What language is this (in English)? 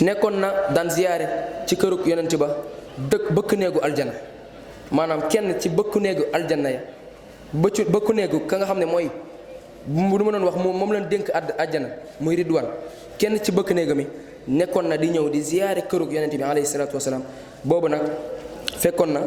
Wolof